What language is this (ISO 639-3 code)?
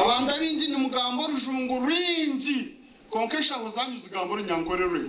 nyn